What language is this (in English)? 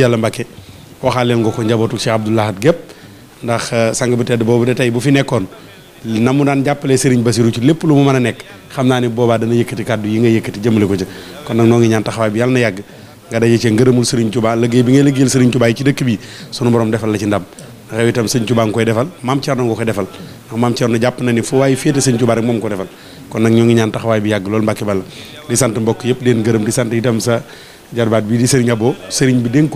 Wolof